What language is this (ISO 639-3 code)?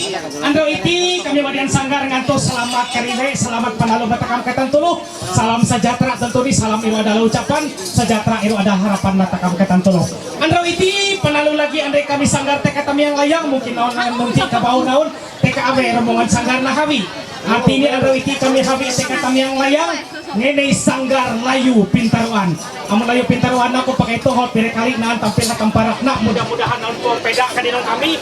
mhy